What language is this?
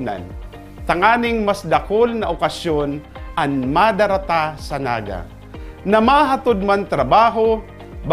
Bikol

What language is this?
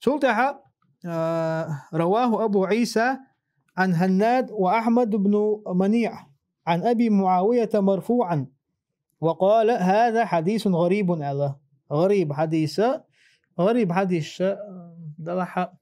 Chechen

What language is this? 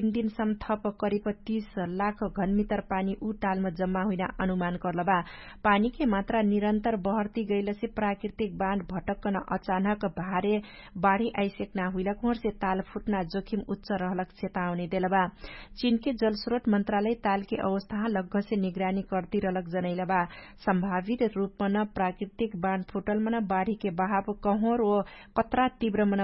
Dangaura Tharu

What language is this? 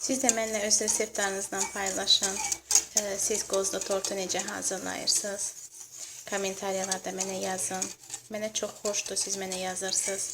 Azerbaijani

